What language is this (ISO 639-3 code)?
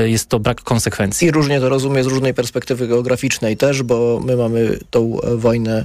pol